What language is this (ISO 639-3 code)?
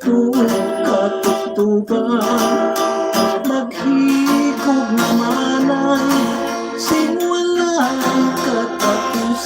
hil